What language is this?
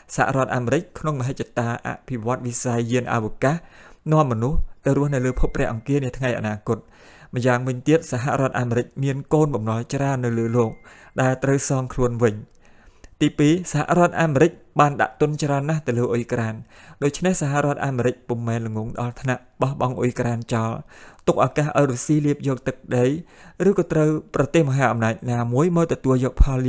Khmer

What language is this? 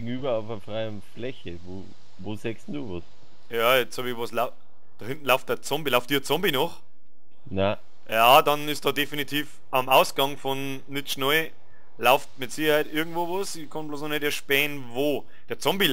Bavarian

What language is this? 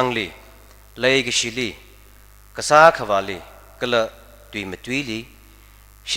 Tangkhul Naga (India)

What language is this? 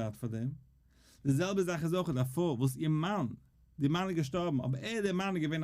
Yiddish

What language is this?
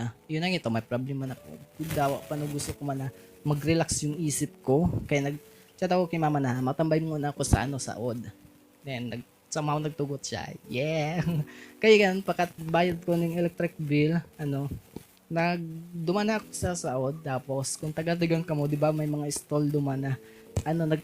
Bikol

